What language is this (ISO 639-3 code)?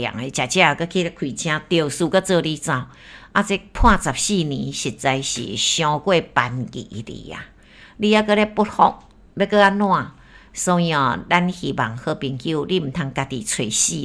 nan